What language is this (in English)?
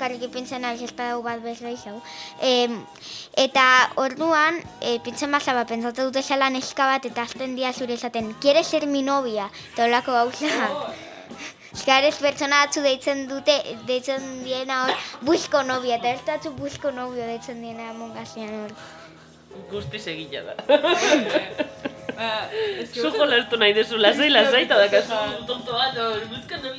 Basque